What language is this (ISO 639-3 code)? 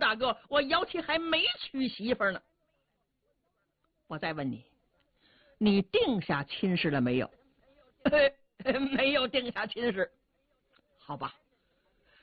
zho